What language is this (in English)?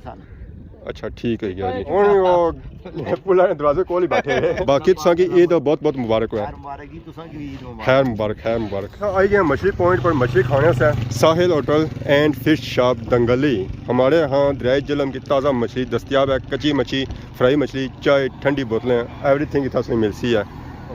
Pahari-Potwari